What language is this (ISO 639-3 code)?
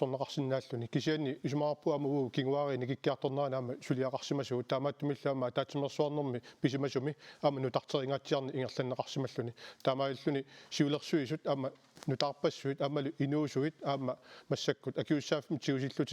kal